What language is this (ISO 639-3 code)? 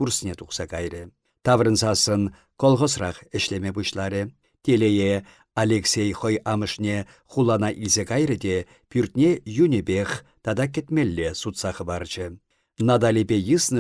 chv